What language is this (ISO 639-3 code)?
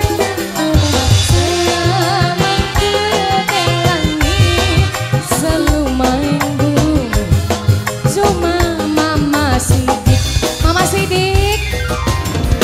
ind